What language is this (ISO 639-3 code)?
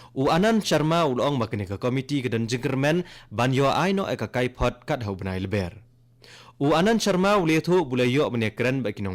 kha